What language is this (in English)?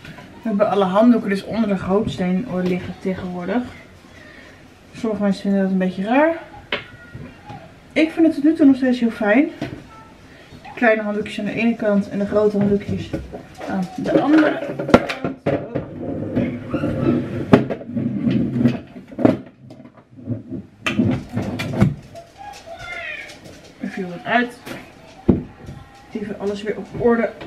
Dutch